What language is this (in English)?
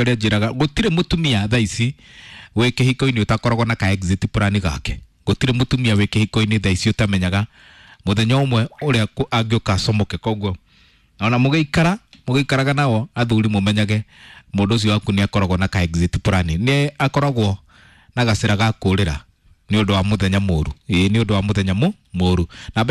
Kikuyu